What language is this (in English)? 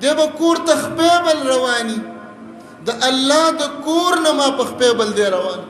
Pashto